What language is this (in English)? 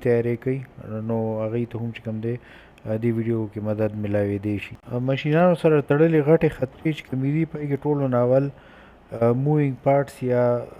Pashto